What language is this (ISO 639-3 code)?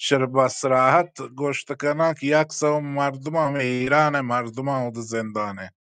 bal